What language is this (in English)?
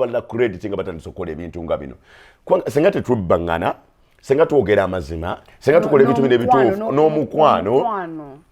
Ganda